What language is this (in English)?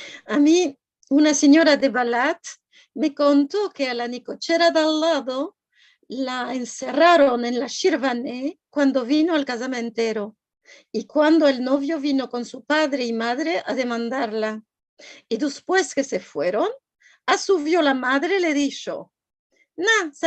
Ladino